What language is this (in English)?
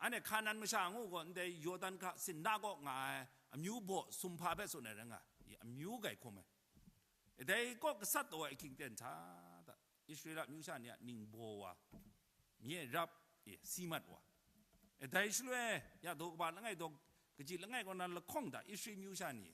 Kachin